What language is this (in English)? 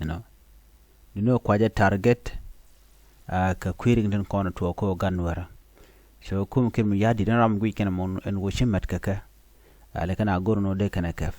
Nuer